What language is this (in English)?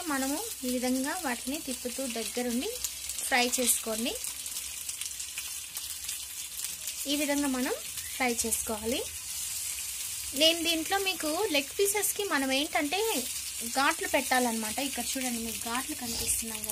Telugu